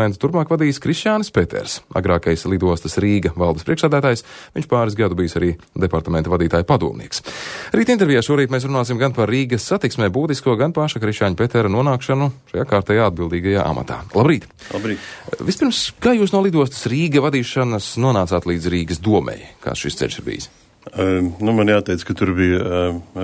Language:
Latvian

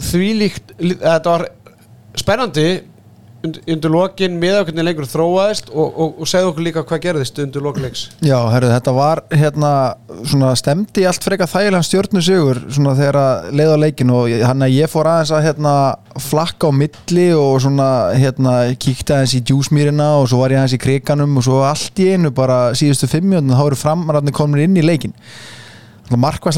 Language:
Icelandic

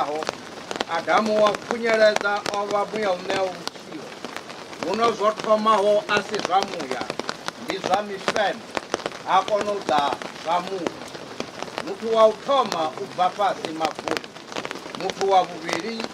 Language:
Venda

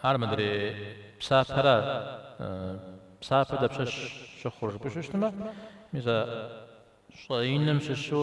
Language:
Kabardian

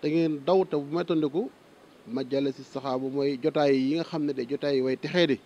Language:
Wolof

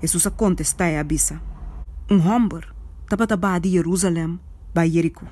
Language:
Papiamento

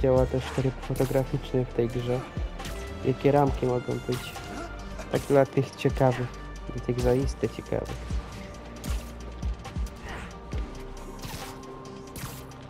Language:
Polish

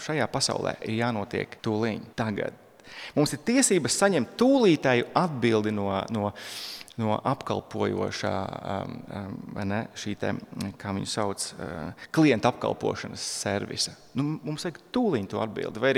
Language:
Latvian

